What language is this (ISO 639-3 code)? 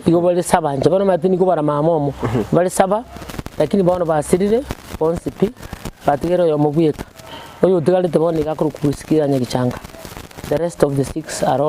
guz